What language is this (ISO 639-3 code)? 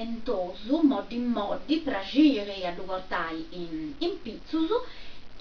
srd